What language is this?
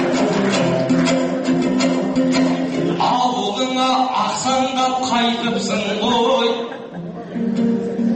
Kazakh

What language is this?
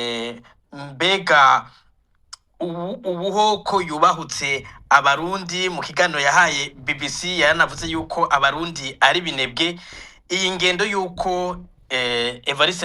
Rundi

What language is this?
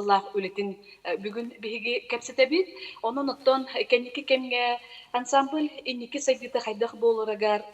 Yakut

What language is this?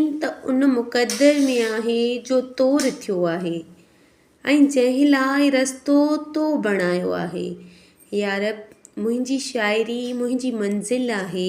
Sindhi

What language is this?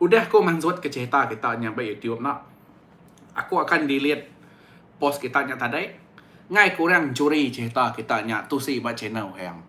Iban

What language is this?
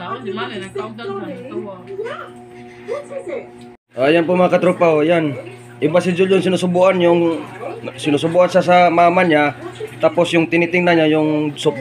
Filipino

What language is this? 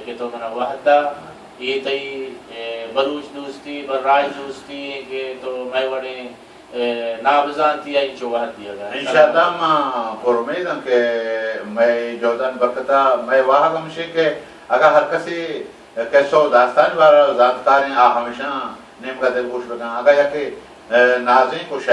Baluchi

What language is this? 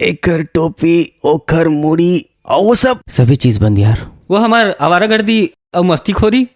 Chhattisgarhi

